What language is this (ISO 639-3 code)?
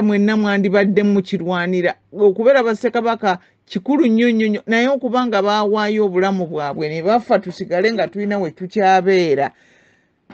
lug